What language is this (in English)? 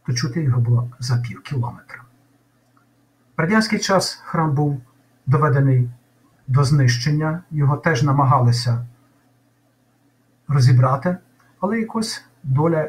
Ukrainian